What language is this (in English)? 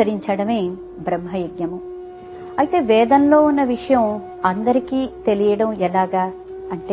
Telugu